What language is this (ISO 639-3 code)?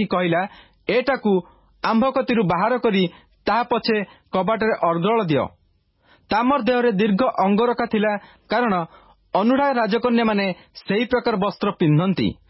ori